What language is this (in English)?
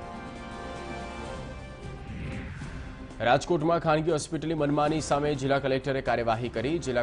Gujarati